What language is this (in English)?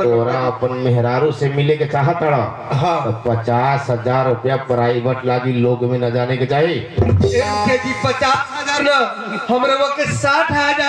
Bhojpuri